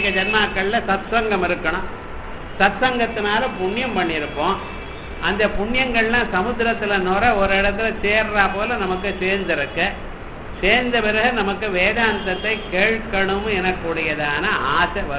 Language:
Tamil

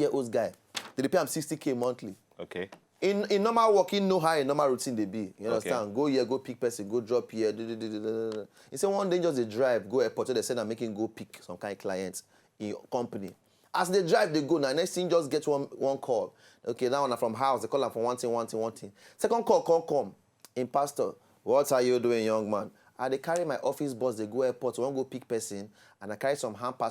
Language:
Nigerian Pidgin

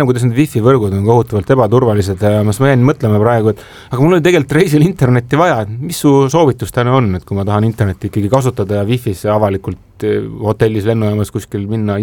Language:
Estonian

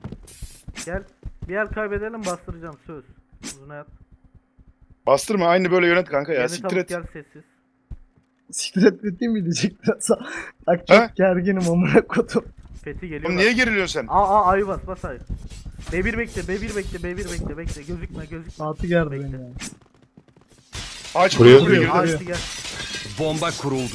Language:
Turkish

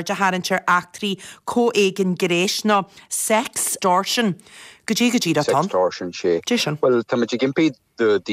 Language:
Irish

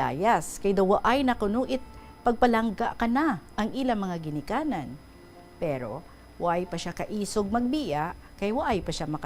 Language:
Hiligaynon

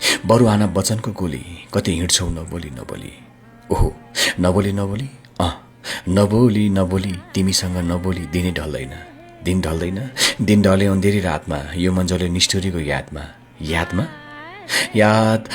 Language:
Nepali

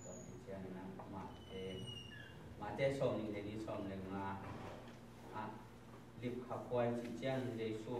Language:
Tedim Chin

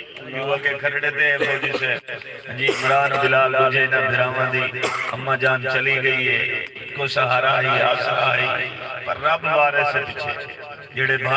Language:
Saraiki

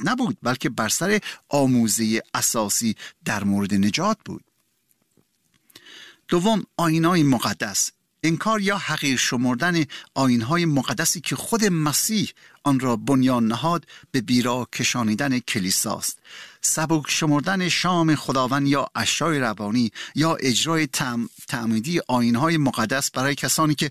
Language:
Persian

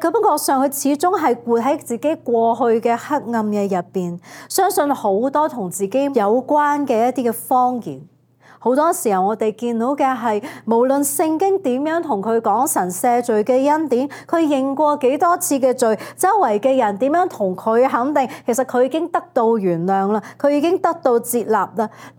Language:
Cantonese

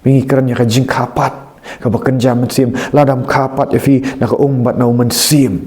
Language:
Khasi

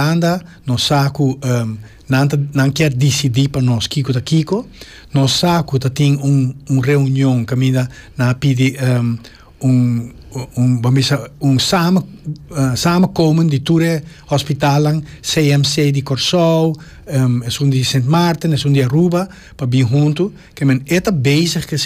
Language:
Papiamento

